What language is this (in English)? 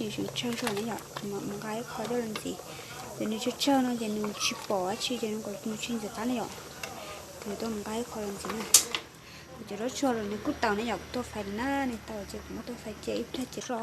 Hmong